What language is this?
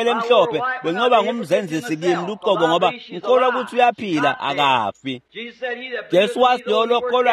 Swati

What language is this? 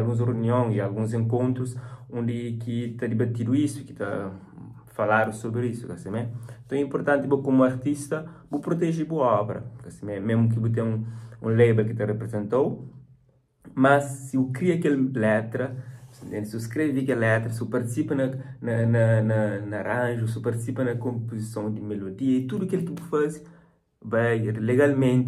Kabuverdianu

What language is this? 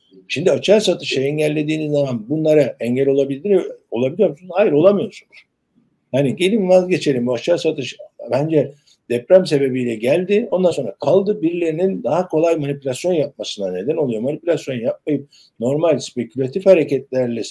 Turkish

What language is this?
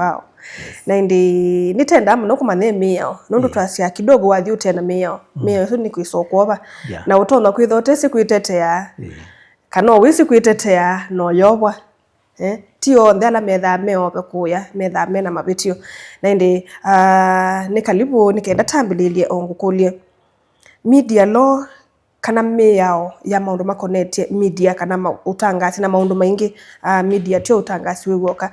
Kamba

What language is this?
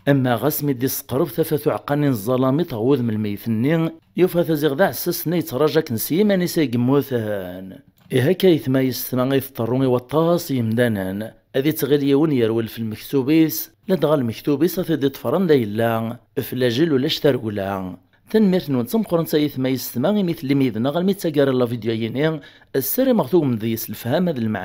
Kabyle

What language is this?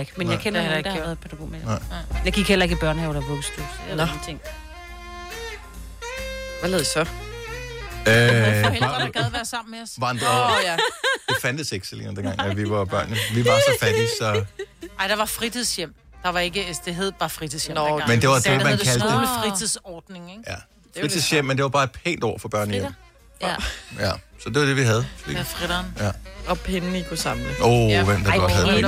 Danish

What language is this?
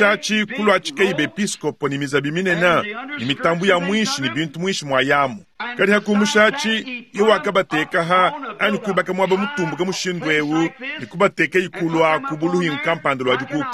Luba-Lulua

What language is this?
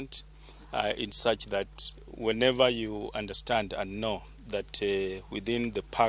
Luo (Kenya and Tanzania)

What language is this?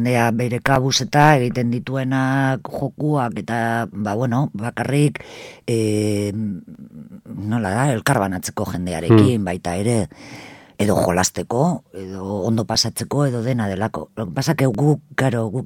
Basque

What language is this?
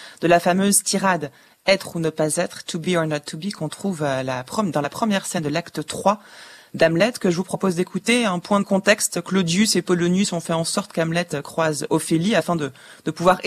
French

